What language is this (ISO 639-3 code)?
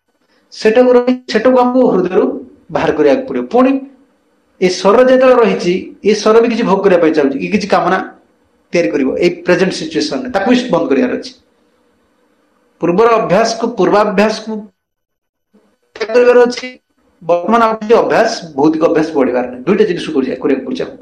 ori